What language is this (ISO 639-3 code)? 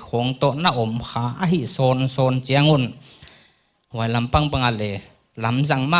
pck